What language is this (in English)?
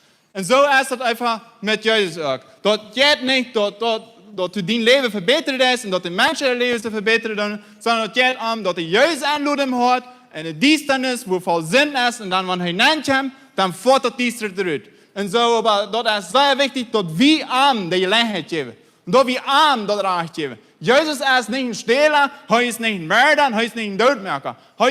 Plautdietsch